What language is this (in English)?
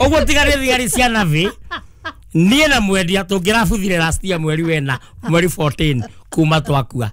Kikuyu